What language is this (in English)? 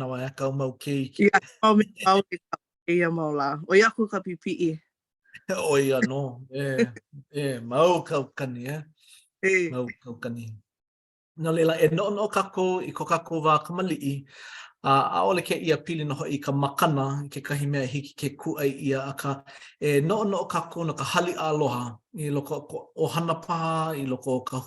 Hawaiian